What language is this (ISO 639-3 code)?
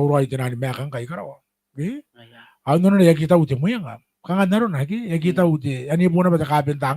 gil